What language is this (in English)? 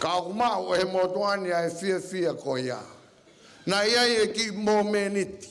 Tongan